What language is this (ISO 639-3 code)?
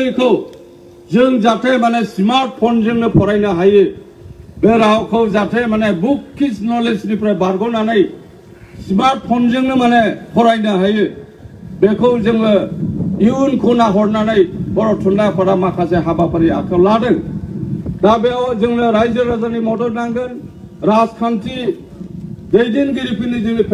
brx